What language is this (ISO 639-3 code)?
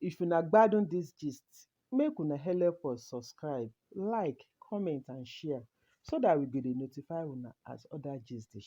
pcm